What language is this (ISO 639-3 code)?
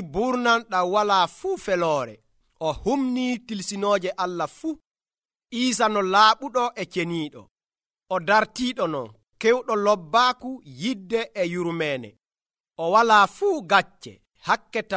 fuv